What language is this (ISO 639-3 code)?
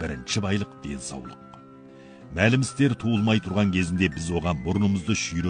kaz